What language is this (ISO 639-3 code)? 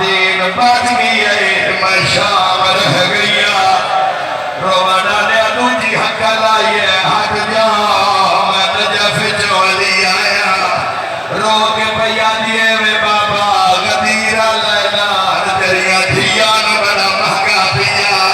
skr